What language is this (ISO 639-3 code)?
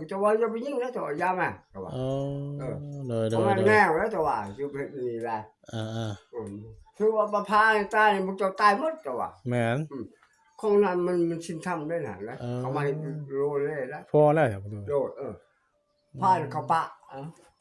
tts